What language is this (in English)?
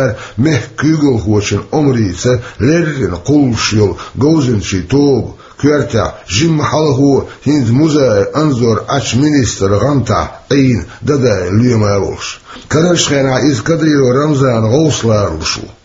Chechen